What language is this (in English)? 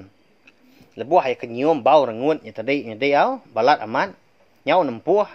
Iban